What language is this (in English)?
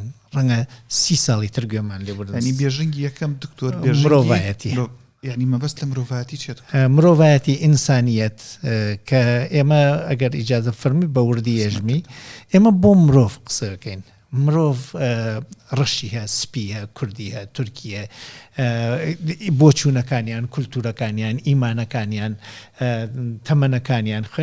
Central Kurdish